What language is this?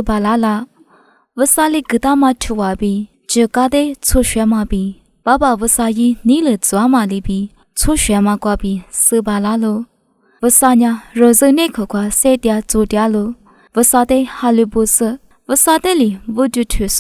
Lisu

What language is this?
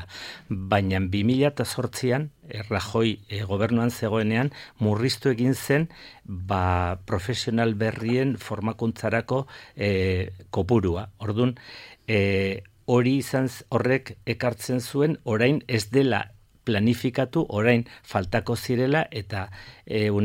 Basque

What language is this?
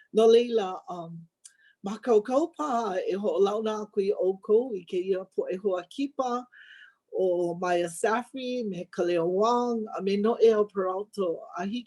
Hawaiian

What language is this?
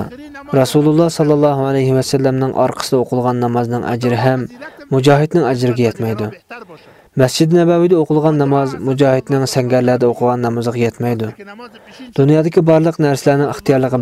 Uyghur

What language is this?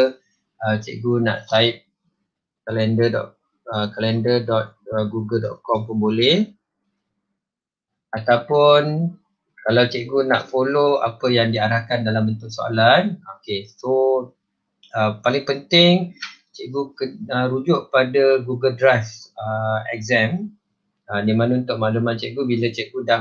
Malay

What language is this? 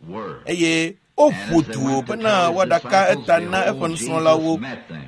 Ewe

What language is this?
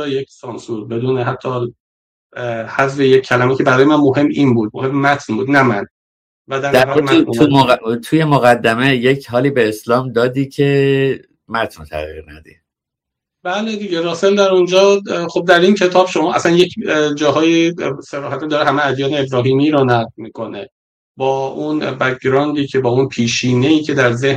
Persian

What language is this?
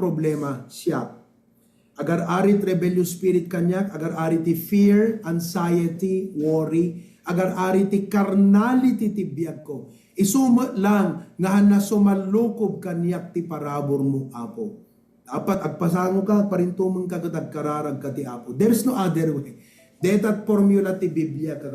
Iloko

